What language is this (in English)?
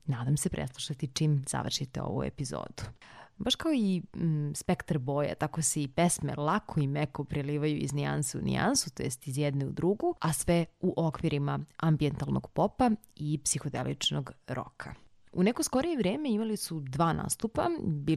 Serbian